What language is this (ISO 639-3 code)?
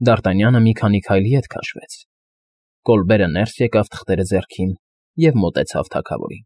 hye